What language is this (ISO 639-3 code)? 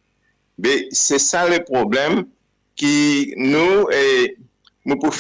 mfe